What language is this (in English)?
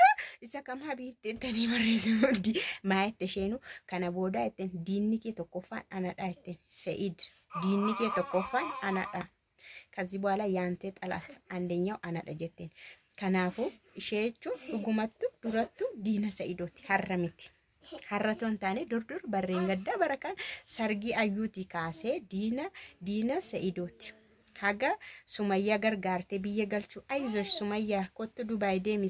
Oromo